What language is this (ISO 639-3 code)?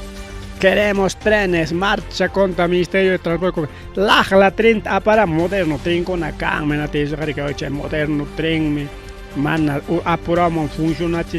quy